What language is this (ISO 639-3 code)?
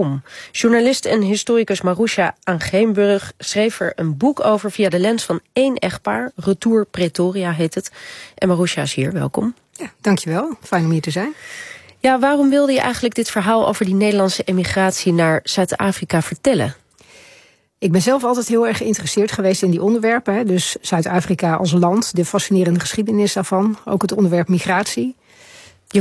nld